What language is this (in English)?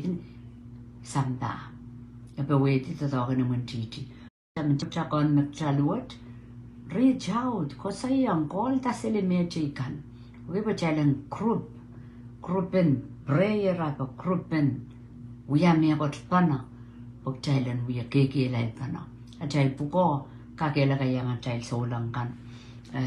Pohnpeian